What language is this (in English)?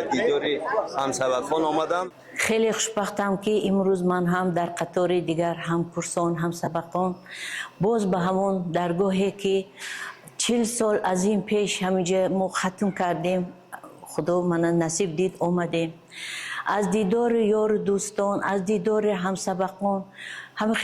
Tajik